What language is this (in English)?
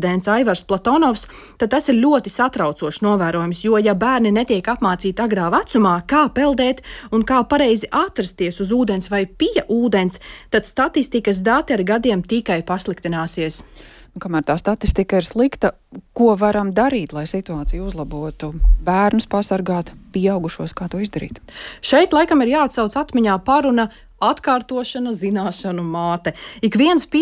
Latvian